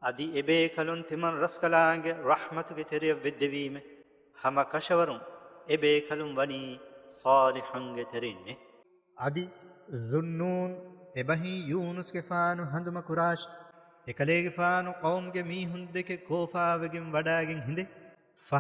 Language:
Divehi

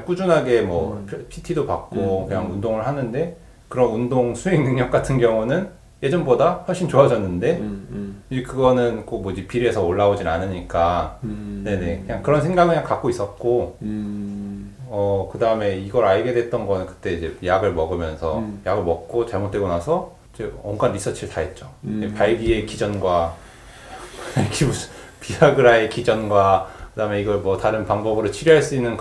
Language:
Korean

